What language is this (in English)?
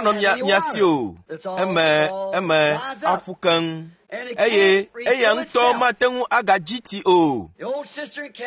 Ewe